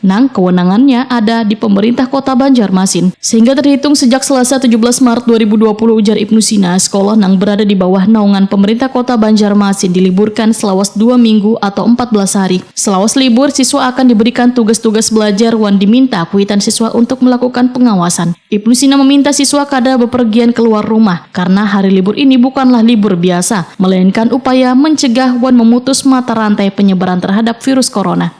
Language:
Banjar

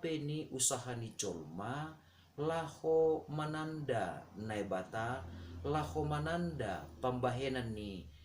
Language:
Batak Simalungun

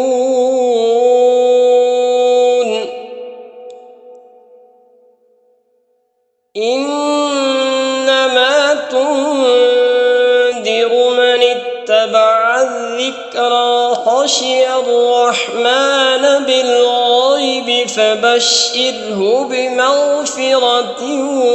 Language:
Arabic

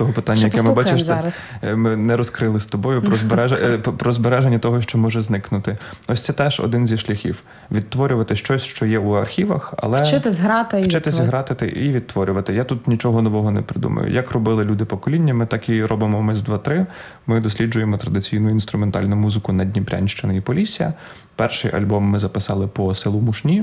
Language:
Ukrainian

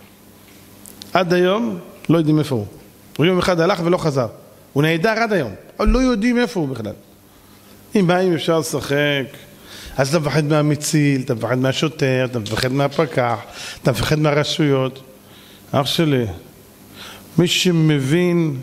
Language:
Hebrew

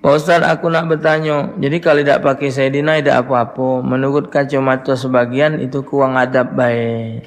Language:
Musi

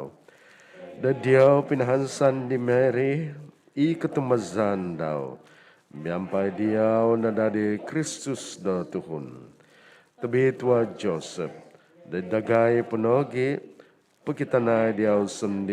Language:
Central Dusun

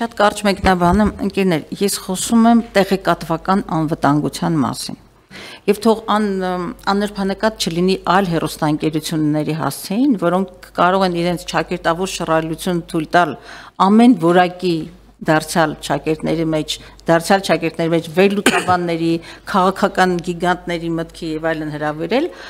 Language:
Armenian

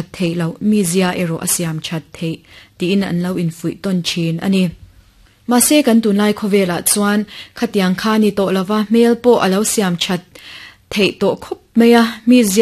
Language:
Mizo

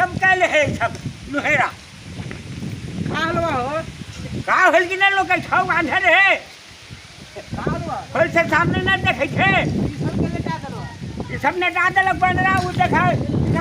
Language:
Magahi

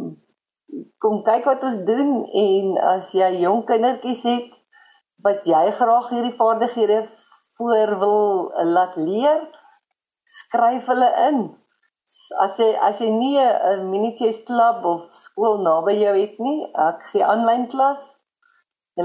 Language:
Afrikaans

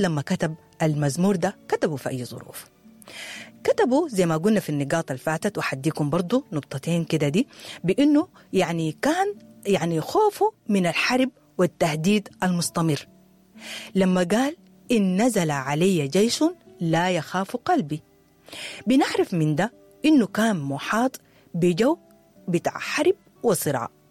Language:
Sudanese Arabic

